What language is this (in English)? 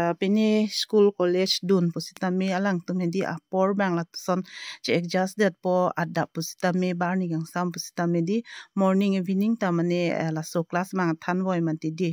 Karbi